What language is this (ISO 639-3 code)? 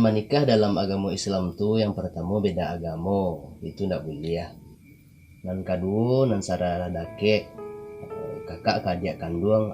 min